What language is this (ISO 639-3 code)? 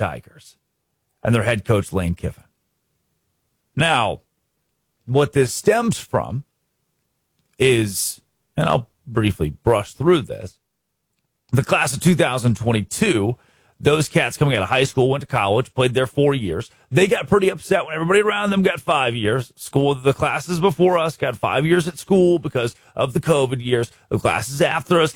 eng